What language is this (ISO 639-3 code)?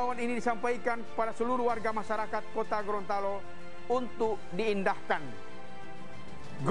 ind